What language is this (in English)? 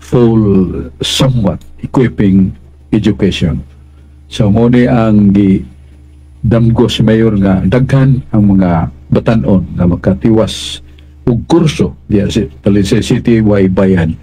Cebuano